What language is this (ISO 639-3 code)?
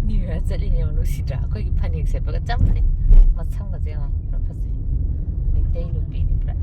mni